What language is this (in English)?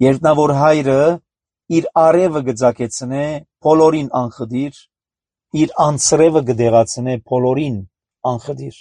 Armenian